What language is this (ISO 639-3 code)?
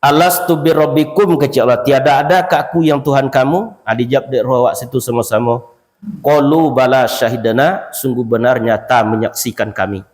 min